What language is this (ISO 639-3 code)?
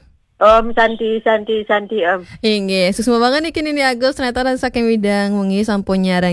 ban